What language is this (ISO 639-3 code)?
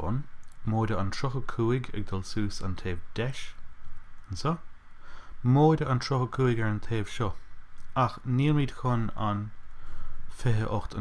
gle